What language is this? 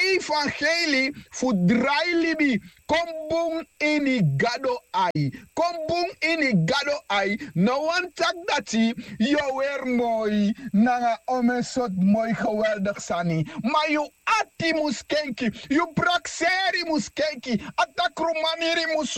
Sranan Tongo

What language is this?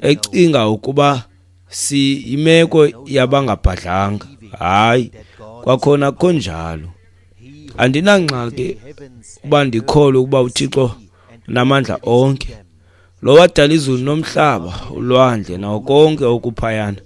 Xhosa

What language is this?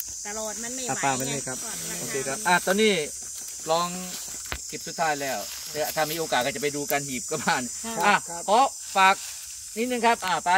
Thai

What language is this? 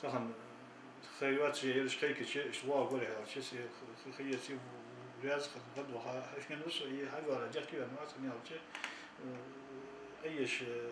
Ingush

